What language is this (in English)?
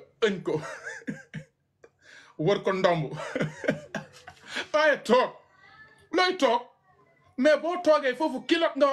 Wolof